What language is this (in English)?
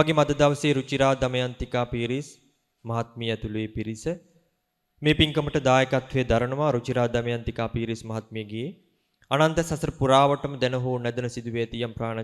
Sinhala